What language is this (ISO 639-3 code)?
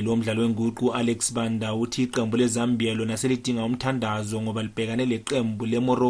nde